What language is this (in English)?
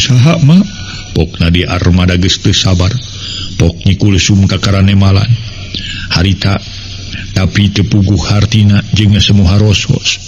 Sundanese